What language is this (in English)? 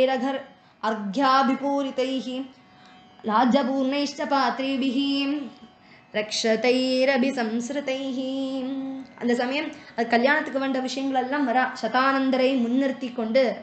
Tamil